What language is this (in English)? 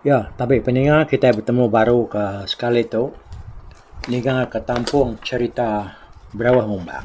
Iban